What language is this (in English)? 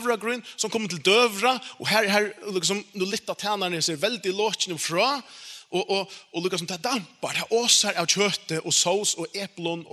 Faroese